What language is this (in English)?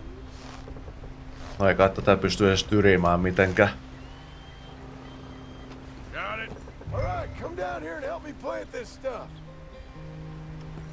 Finnish